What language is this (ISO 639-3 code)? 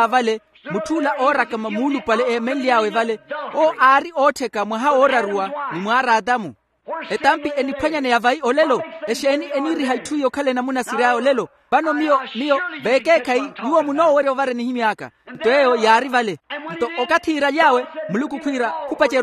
vmw